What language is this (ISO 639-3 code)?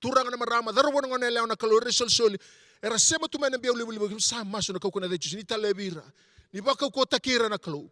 fij